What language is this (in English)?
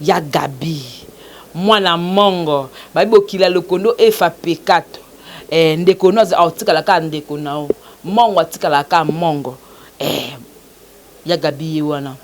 Lingala